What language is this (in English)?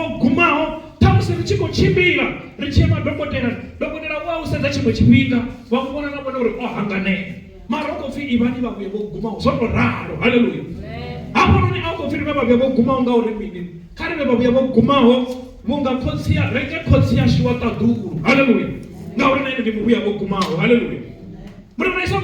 Venda